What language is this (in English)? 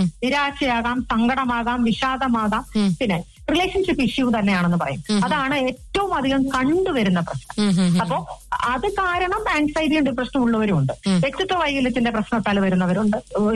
Malayalam